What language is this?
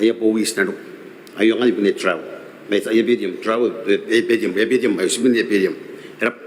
Gilbertese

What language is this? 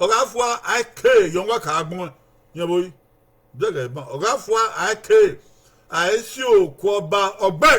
Bini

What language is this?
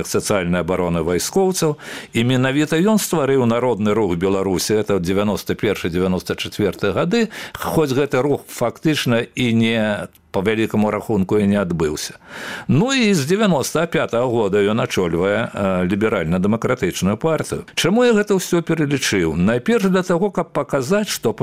Belarusian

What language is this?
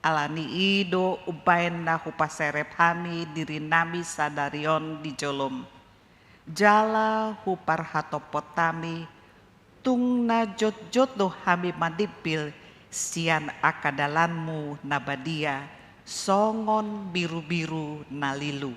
Batak Toba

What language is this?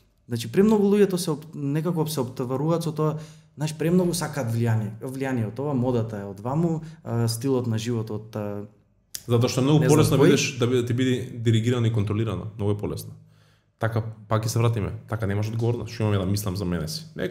Macedonian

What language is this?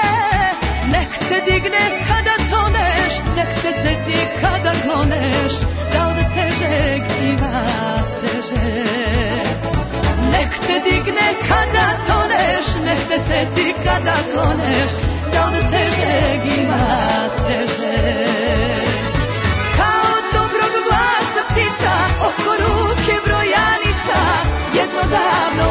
Serbian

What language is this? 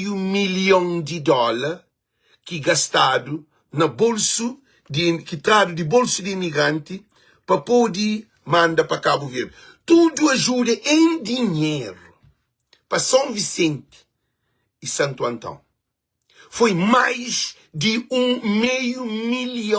Kabuverdianu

